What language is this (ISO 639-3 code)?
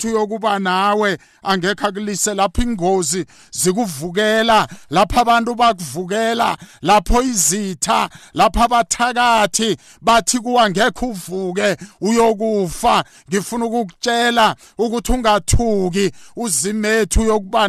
nbl